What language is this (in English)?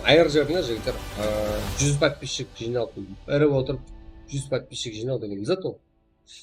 Kara-Kalpak